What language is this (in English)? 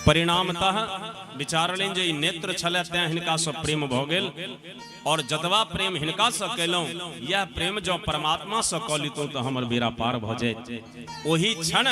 Maithili